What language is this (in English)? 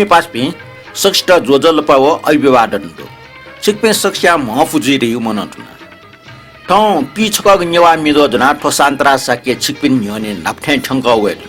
Newari